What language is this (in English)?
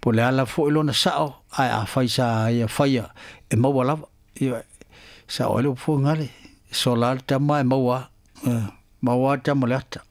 Samoan